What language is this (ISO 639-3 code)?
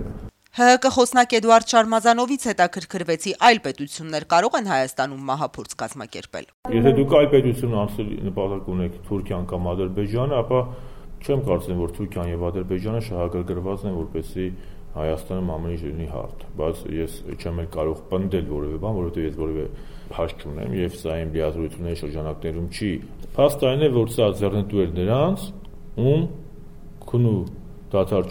hye